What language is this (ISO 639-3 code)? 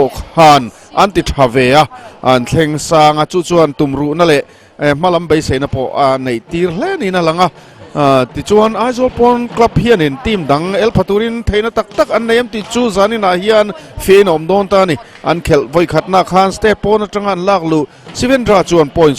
lus